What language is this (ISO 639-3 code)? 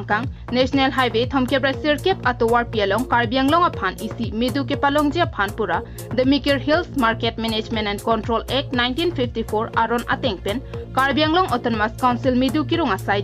mjw